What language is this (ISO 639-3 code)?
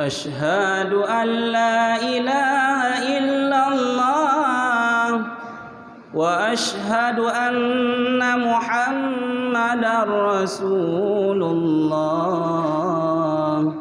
ace